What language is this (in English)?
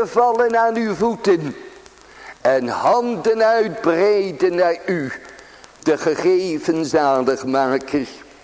Dutch